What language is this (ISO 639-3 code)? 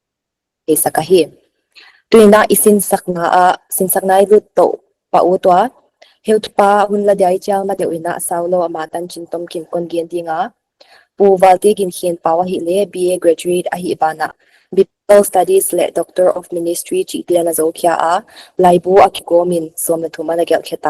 pck